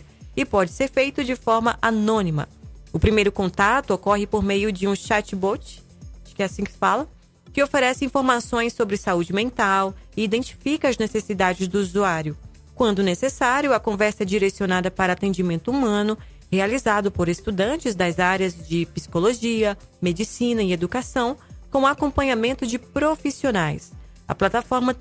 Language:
Portuguese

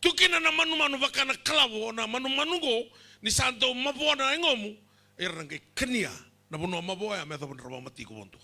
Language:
Fijian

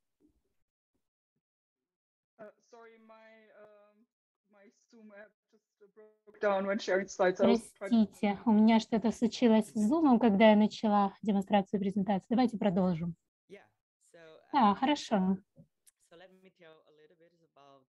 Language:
Russian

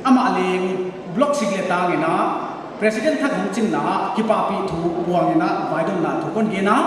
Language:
Paite Chin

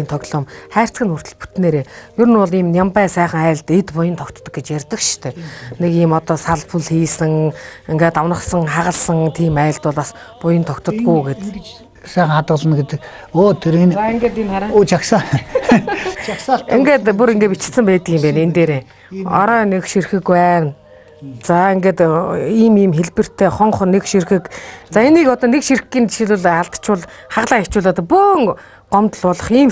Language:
Mongolian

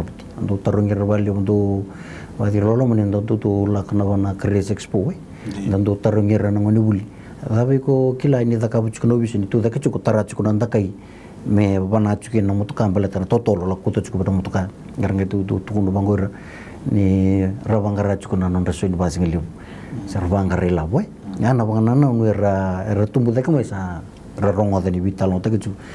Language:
Fijian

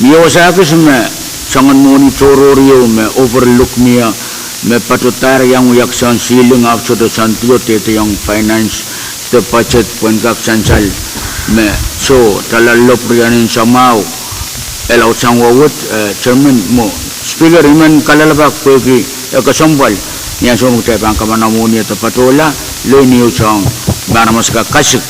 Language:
Pohnpeian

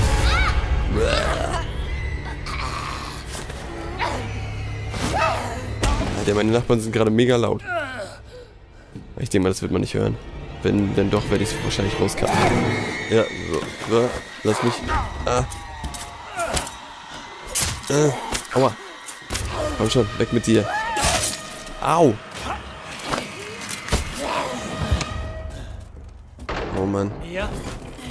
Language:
German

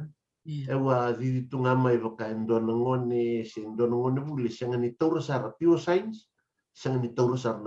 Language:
Fijian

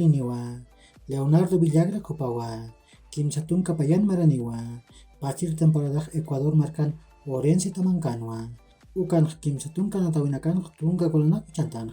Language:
Aymara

